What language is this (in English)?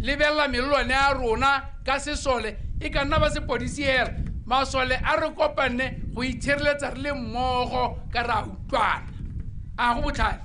Tswana